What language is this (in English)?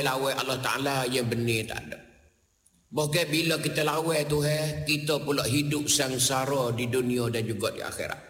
Malay